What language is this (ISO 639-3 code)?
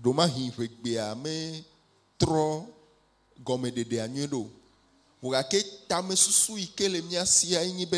ewe